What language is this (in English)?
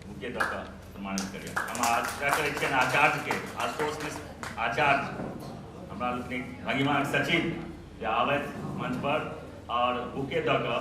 Maithili